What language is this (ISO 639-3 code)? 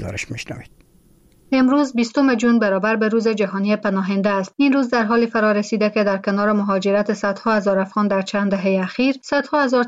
fas